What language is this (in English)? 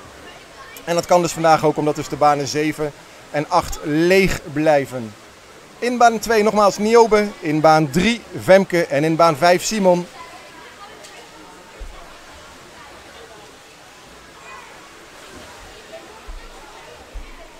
Dutch